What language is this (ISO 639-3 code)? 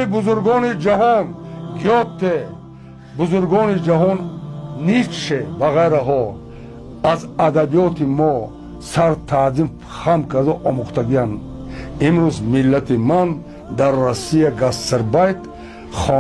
tgk